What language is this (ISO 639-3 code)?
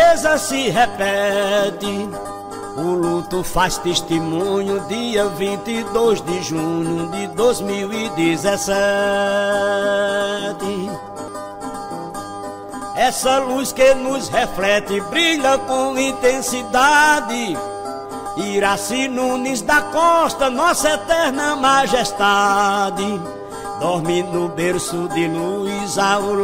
por